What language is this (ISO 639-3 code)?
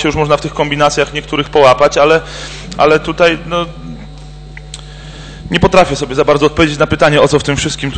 pol